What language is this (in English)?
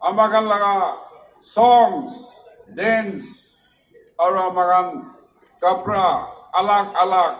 Naga Pidgin